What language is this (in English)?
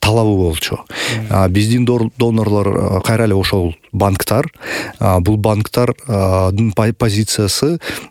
Kyrgyz